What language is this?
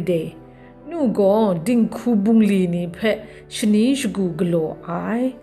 Kachin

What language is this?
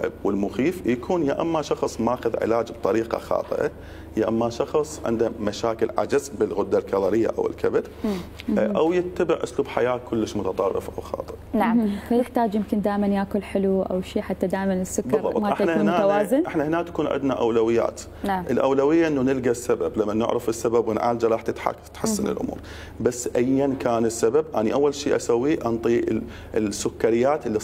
Mesopotamian Arabic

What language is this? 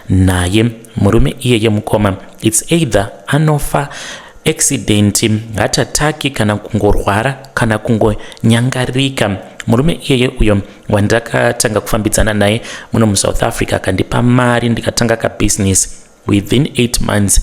Shona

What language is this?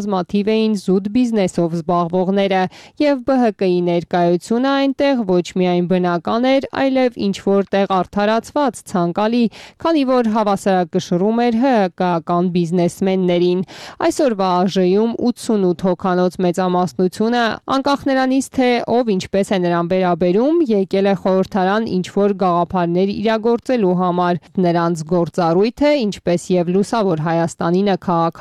Armenian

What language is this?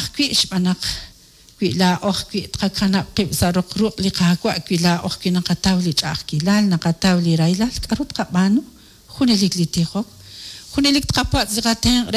Kekchí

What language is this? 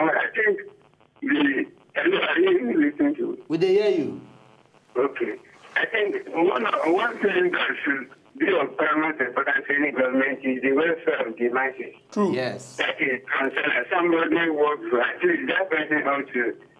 Nigerian Pidgin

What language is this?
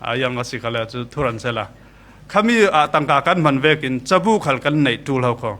Falam Chin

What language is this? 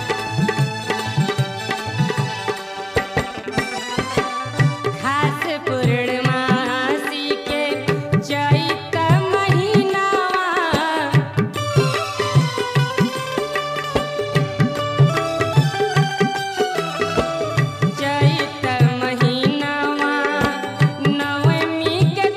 Bhojpuri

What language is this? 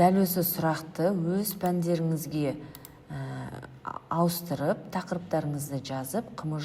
Kazakh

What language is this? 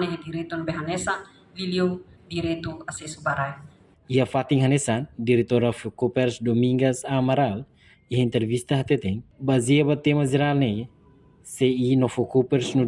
Tetum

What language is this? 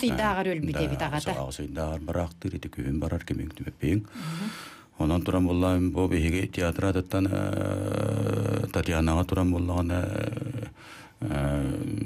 Yakut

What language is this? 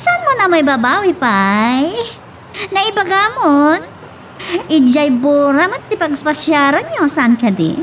Iloko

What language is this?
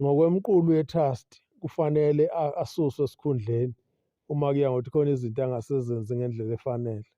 Zulu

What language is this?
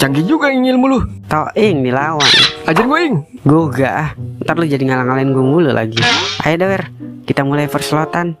Betawi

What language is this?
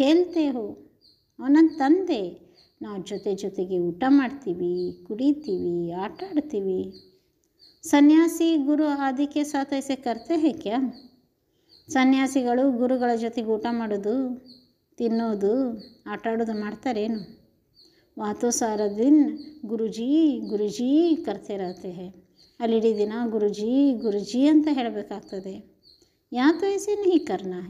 Kannada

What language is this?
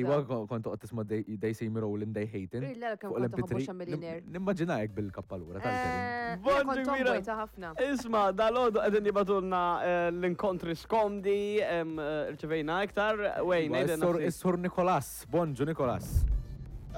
Maltese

